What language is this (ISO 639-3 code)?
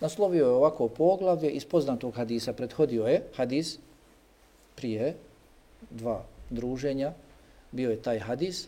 bos